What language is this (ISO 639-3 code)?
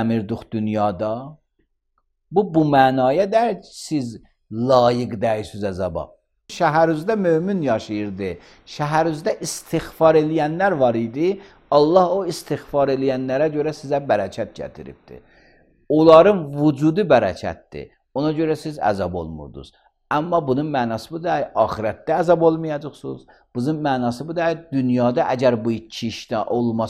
aze